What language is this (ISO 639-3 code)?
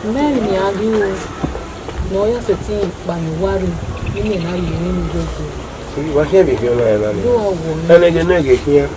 bin